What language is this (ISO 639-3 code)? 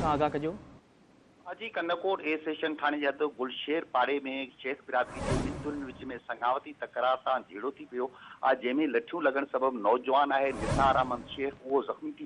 snd